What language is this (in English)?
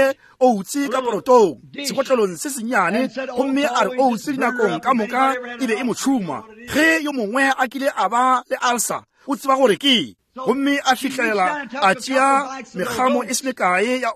Northern Sotho